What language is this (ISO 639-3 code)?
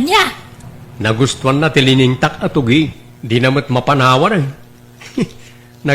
ilo